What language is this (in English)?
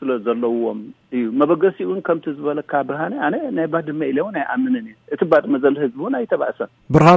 Tigrinya